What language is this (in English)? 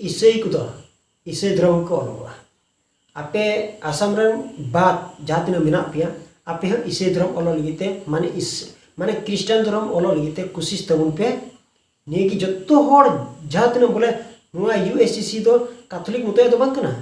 Santali